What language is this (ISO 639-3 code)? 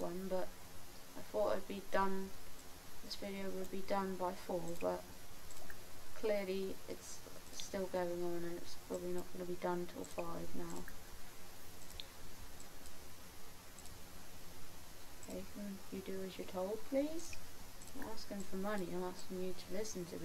eng